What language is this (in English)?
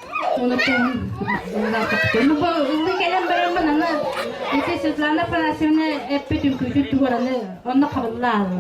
Yakut